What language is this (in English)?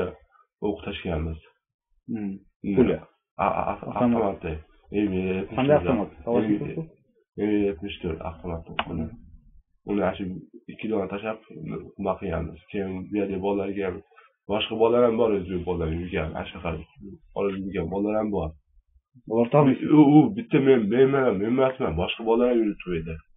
Uzbek